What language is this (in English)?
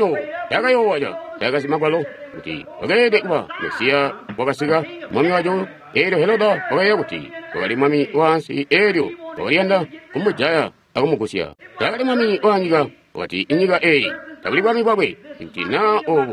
Tonga (Zambia)